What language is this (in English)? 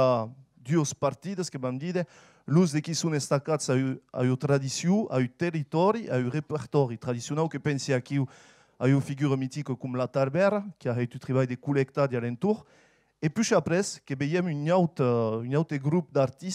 Occitan